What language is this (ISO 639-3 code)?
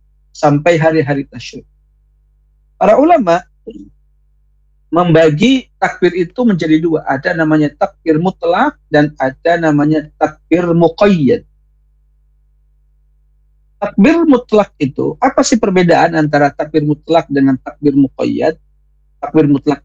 ind